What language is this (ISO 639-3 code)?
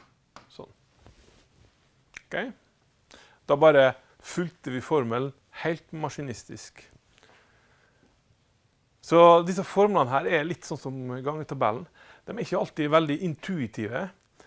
nor